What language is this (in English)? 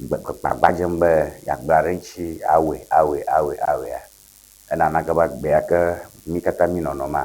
Ewe